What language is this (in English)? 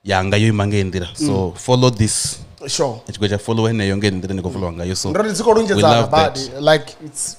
Venda